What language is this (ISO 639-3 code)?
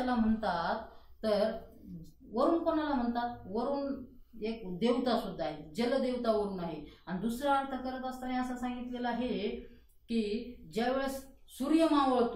mar